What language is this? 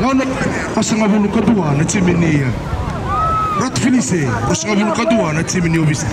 Fijian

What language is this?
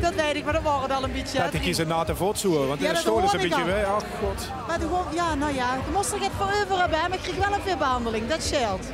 Limburgish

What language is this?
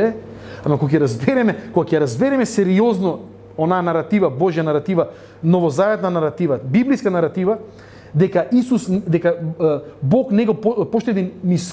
Macedonian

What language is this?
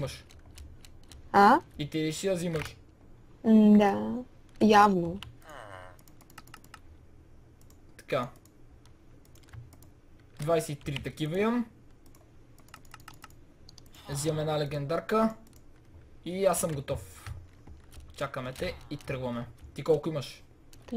Bulgarian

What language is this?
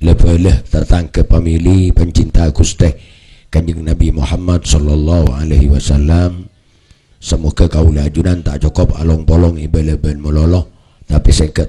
Madurese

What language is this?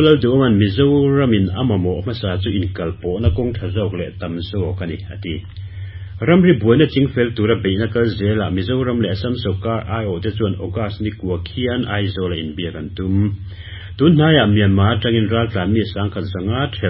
Mizo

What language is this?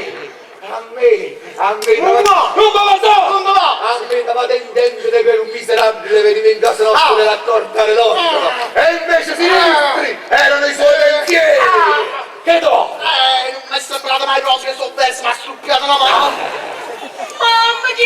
Neapolitan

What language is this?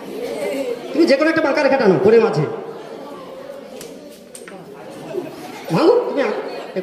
Bangla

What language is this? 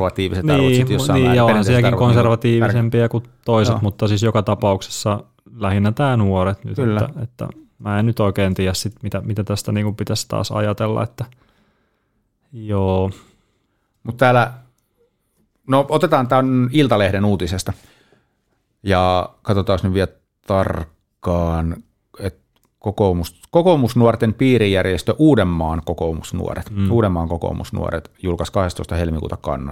Finnish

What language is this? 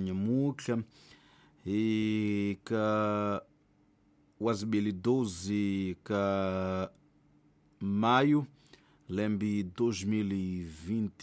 Tsonga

